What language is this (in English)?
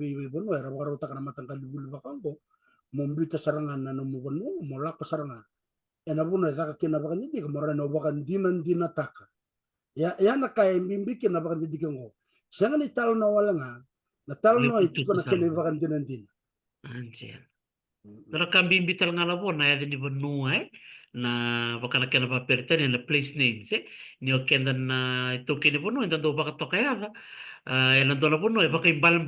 Fijian